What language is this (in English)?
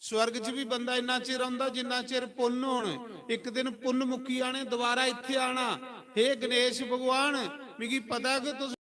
Dogri